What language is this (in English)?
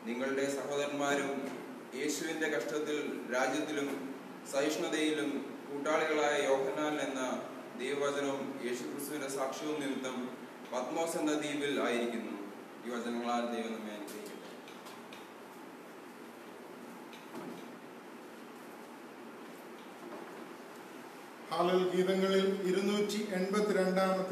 Malayalam